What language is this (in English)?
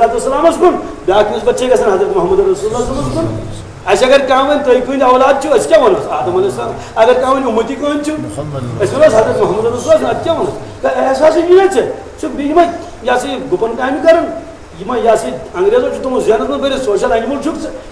Kashmiri